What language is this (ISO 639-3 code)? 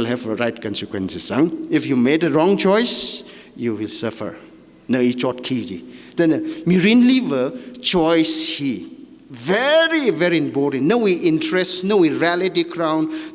nmf